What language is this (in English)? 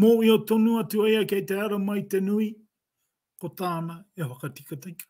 Māori